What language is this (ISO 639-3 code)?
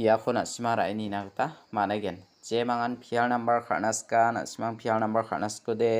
grt